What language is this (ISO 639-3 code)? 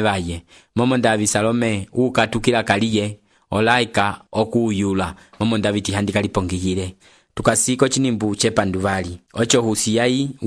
umb